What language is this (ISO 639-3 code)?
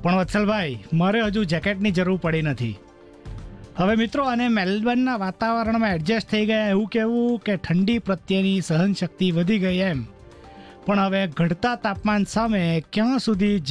guj